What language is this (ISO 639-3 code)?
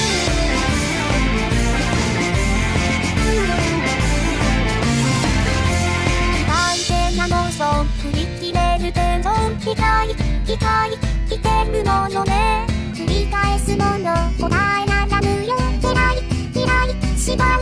jpn